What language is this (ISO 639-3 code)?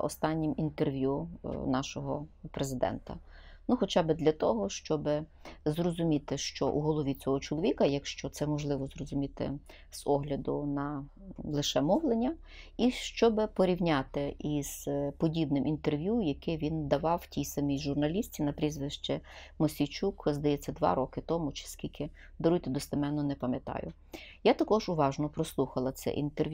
ukr